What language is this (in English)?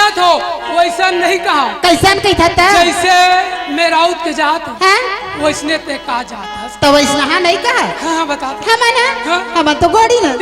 Chhattisgarhi